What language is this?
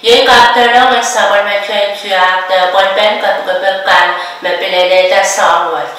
Pohnpeian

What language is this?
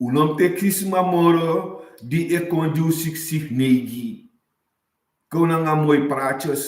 Sranan Tongo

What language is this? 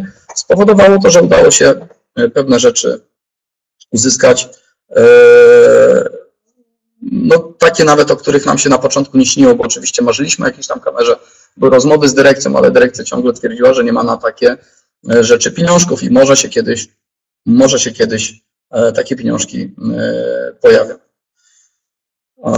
Polish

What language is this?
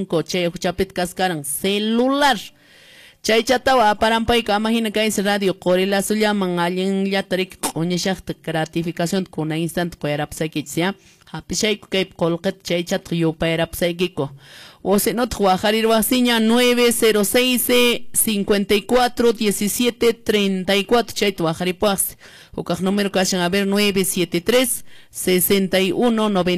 Quechua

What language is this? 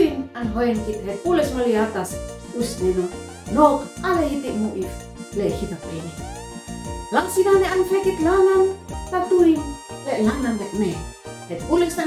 Uab Meto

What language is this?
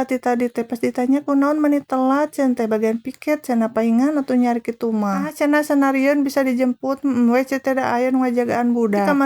Sundanese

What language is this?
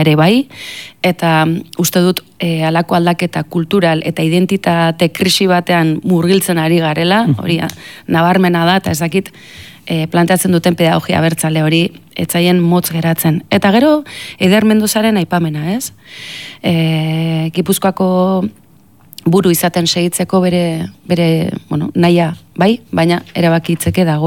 Basque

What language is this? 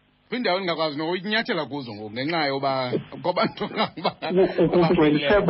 Xhosa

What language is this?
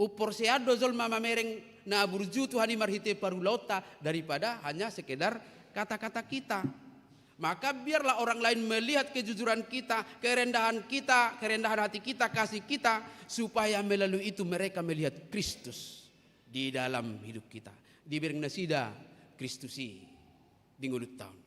Batak Toba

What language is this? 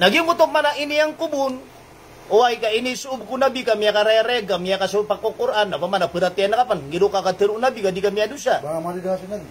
Maranao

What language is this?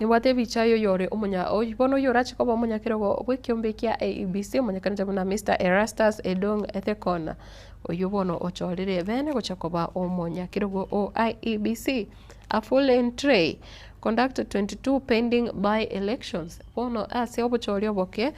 Gusii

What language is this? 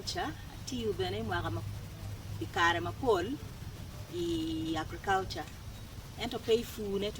Acoli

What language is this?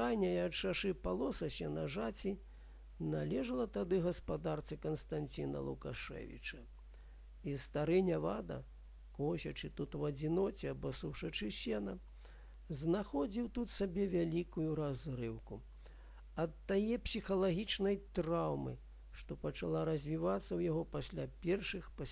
Belarusian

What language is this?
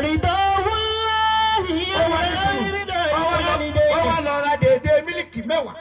Yoruba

